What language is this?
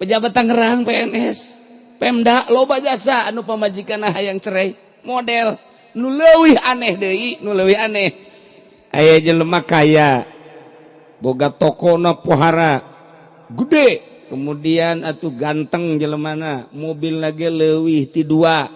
Sundanese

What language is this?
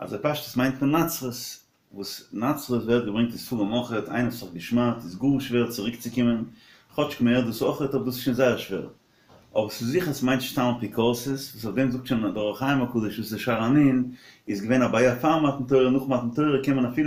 Yiddish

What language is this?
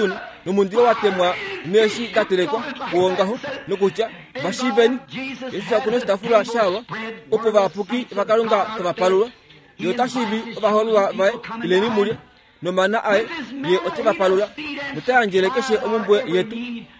Kuanyama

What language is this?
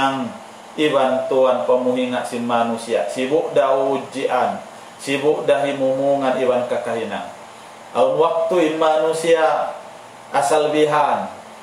Tausug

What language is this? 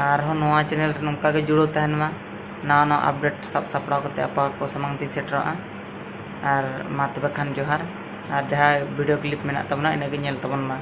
Santali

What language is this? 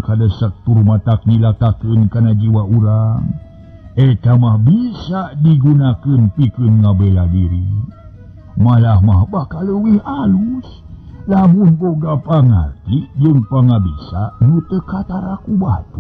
Sundanese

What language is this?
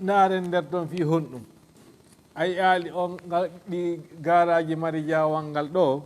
Fula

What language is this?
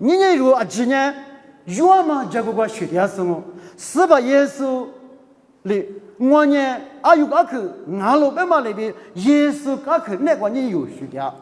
Lisu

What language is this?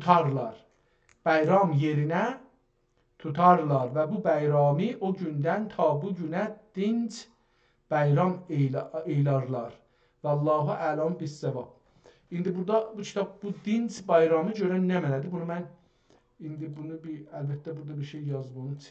South Azerbaijani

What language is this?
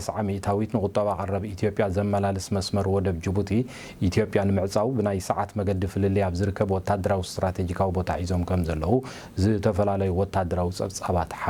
Tigrinya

